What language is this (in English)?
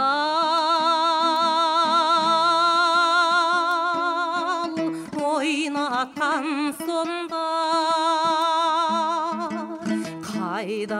Kazakh